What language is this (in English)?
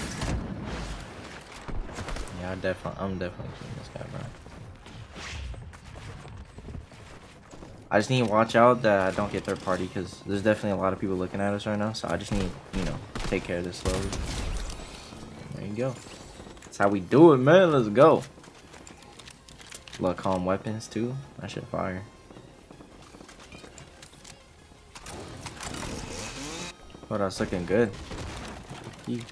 English